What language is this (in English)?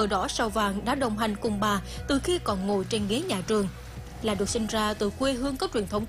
Vietnamese